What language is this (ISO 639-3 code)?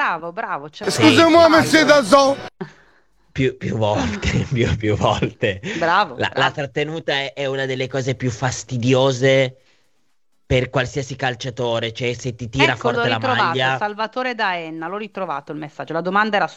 ita